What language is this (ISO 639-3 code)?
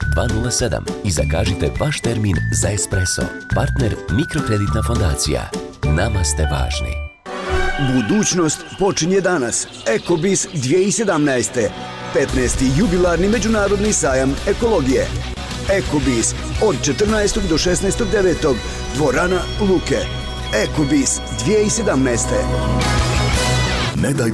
bos